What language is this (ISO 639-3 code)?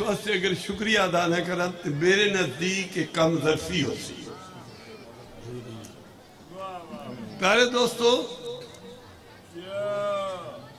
urd